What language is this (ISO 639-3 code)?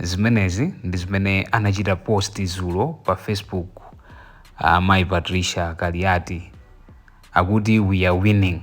nya